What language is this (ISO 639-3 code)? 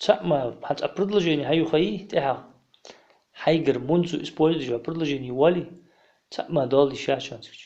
inh